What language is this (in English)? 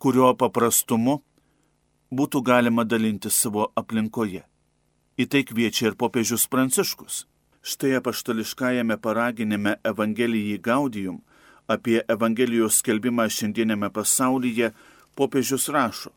Lithuanian